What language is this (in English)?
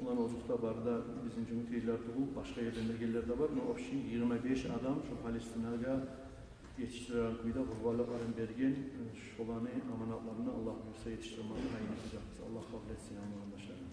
Kumyk